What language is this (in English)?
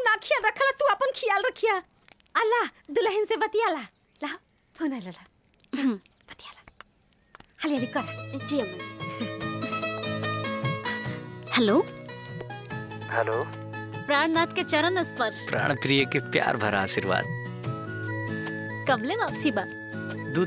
Bhojpuri